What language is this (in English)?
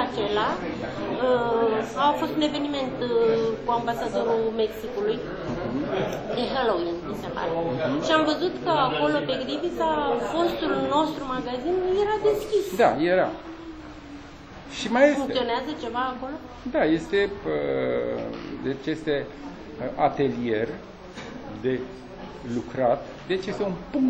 Romanian